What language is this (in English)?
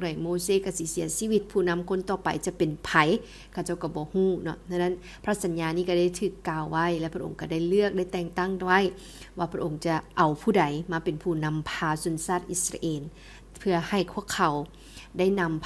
Lao